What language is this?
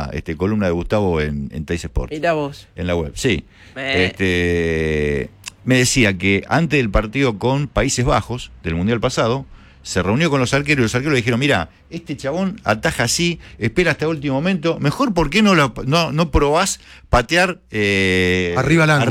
Spanish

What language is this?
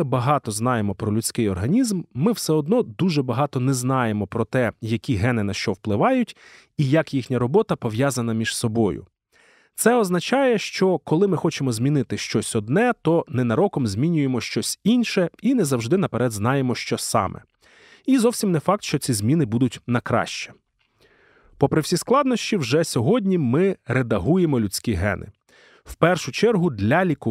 Ukrainian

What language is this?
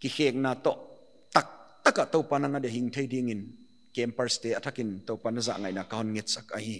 Paite Chin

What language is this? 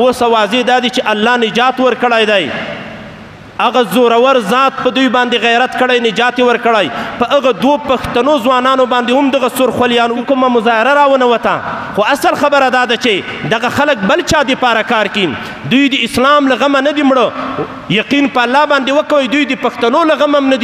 Pashto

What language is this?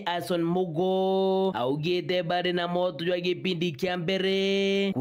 Meru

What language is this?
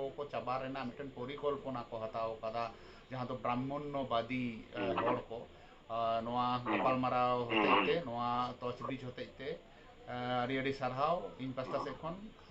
Santali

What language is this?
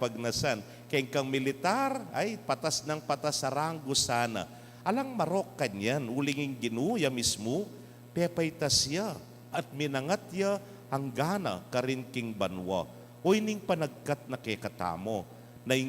Pampanga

